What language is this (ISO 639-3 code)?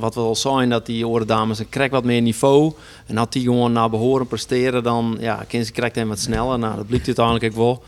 fry